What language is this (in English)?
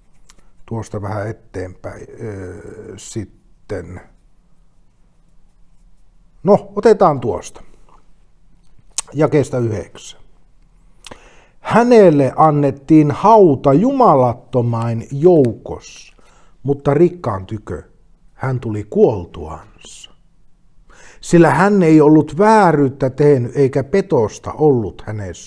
Finnish